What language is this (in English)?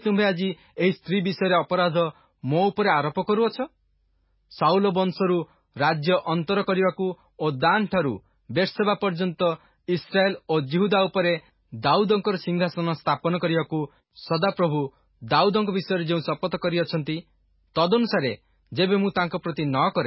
Odia